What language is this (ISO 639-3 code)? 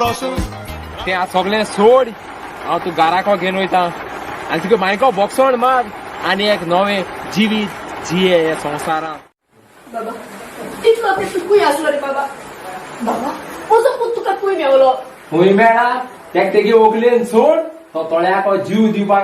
kok